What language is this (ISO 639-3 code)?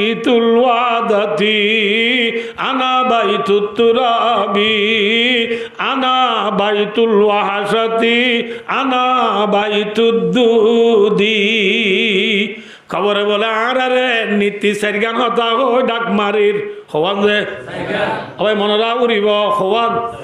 rhg